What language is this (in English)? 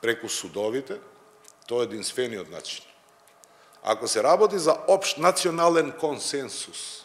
Macedonian